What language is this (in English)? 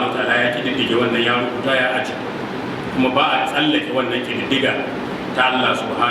Hausa